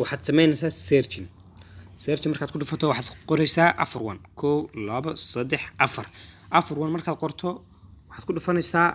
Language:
Somali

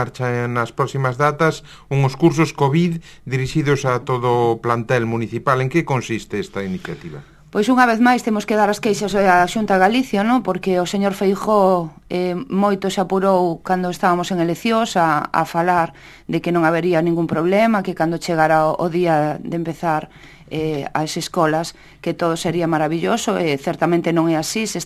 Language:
Galician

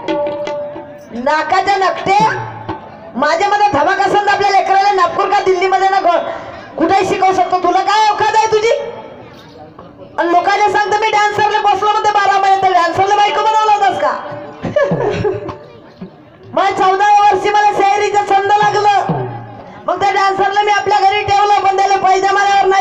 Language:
Marathi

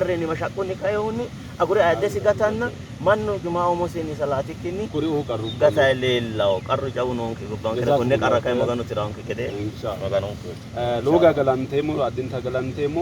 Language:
Sidamo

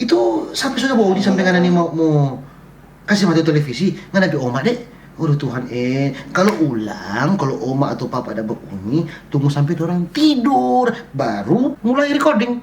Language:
Manado Malay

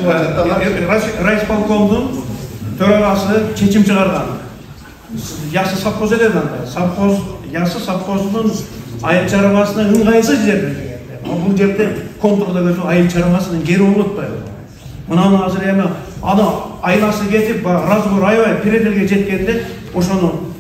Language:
Kyrgyz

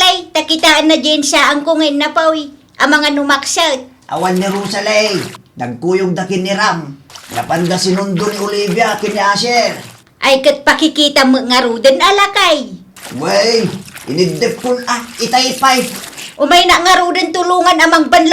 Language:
Iloko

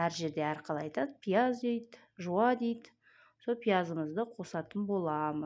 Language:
Kazakh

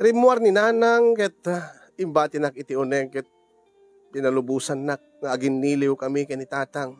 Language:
Iloko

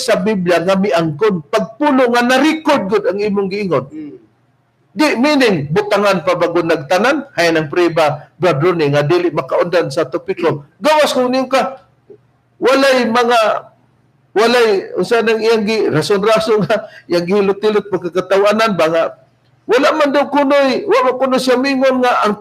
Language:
Cebuano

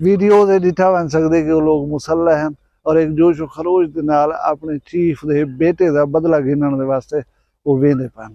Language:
Saraiki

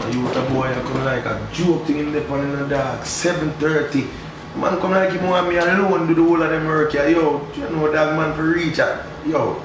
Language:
Jamaican Creole English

